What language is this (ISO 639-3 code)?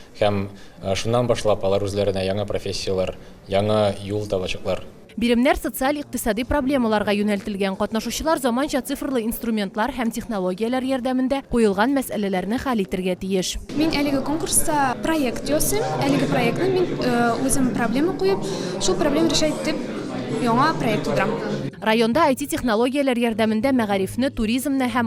tat